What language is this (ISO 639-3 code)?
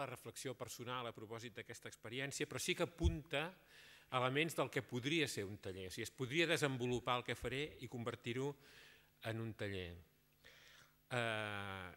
cat